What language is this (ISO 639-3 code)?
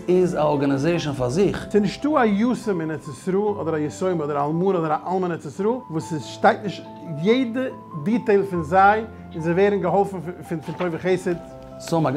yid